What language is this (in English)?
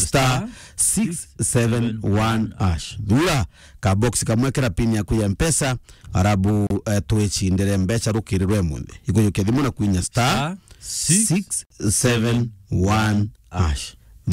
Meru